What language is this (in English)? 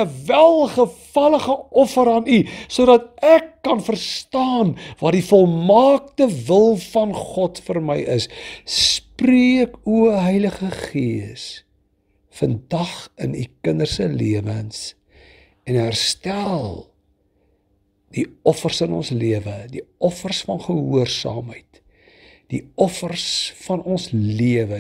Afrikaans